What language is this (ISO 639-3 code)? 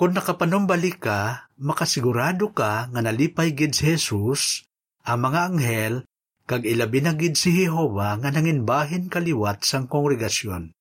hil